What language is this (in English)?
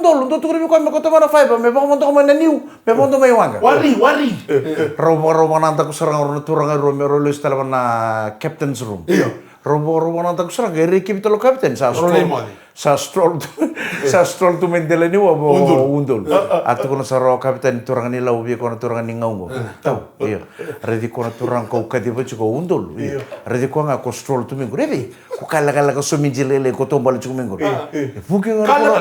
Fijian